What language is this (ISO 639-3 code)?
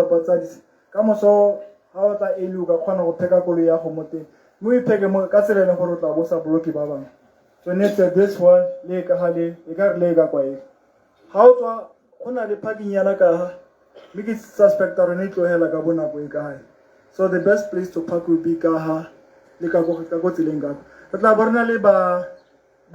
tsn